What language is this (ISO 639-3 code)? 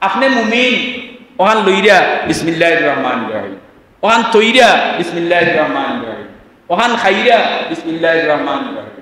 syl